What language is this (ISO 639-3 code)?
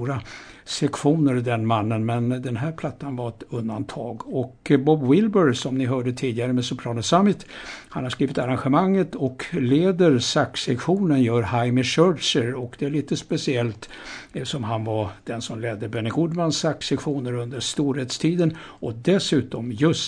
swe